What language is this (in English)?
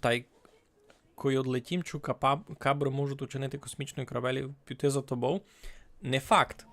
Rusyn